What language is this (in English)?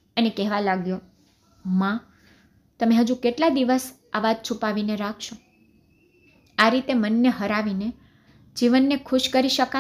Gujarati